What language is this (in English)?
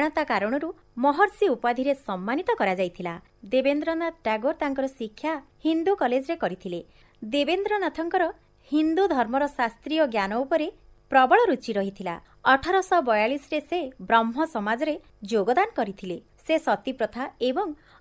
Odia